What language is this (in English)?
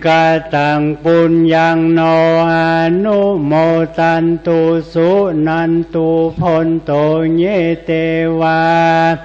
Pali